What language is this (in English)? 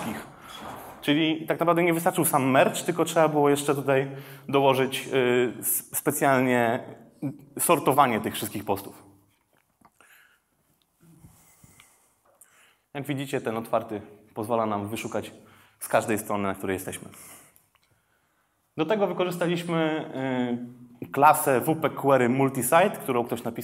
Polish